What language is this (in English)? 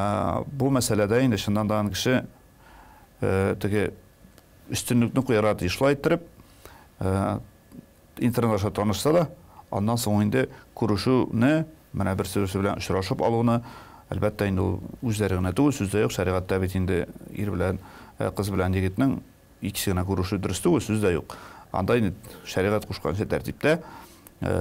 Tatar